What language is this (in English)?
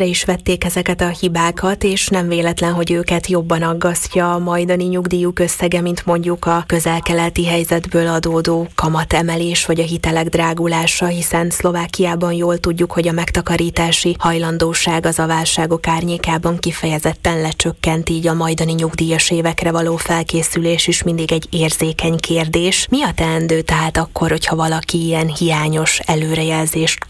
Hungarian